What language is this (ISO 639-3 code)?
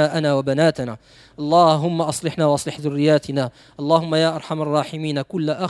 ary